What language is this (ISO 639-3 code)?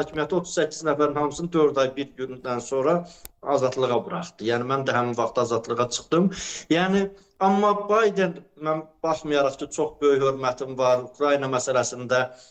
aze